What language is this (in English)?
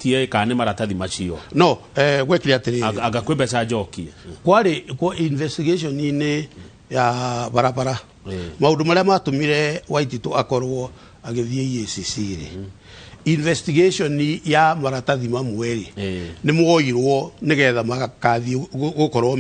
Kikuyu